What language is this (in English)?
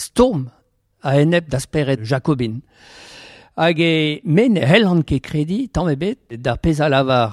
Breton